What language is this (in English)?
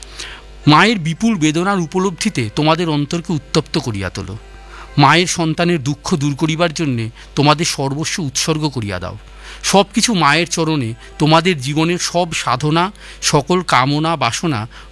Bangla